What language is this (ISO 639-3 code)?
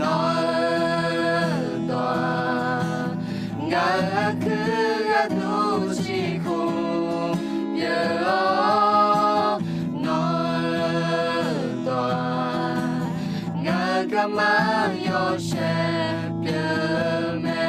ahk